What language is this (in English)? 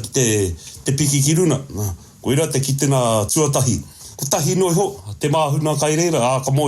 Māori